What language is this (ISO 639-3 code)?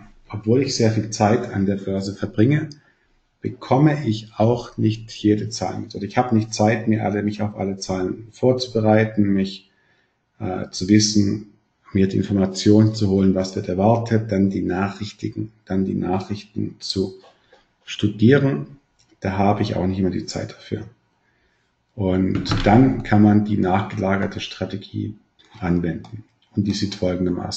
deu